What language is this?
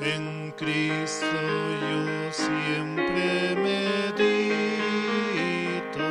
Aymara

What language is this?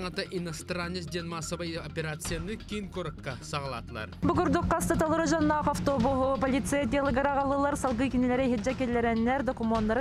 Yakut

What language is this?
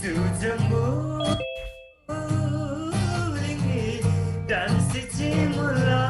Eastern Tamang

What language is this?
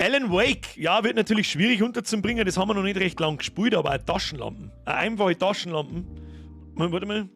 Bavarian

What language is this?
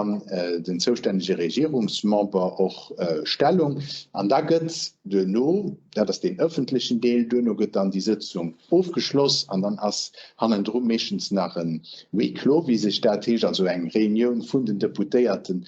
Luxembourgish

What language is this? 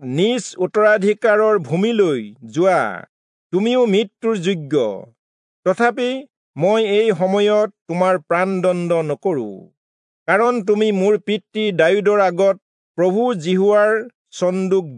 Assamese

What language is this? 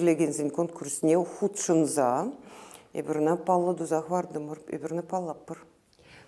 Chuvash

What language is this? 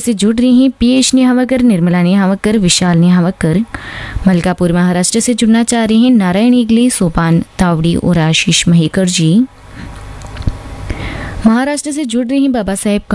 Hindi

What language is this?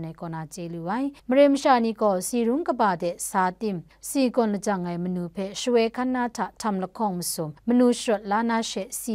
Kachin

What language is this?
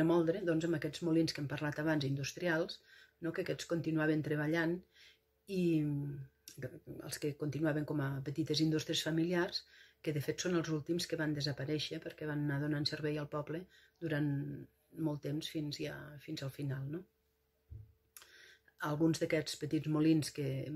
Catalan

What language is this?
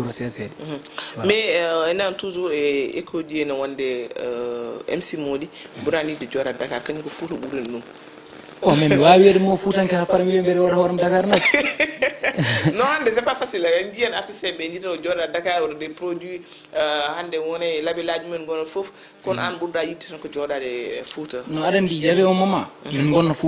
Fula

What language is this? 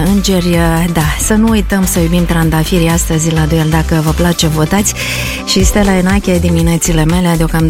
Romanian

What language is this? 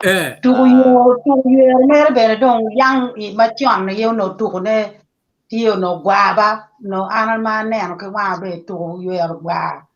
Acoli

